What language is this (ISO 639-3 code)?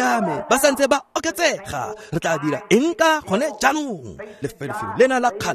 tsn